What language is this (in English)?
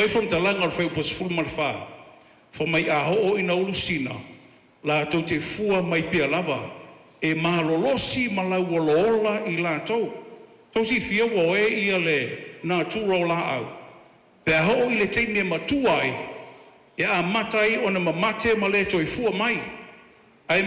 Samoan